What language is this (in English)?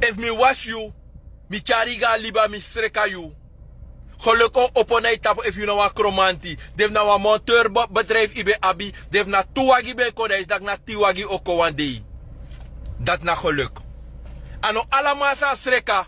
Sranan Tongo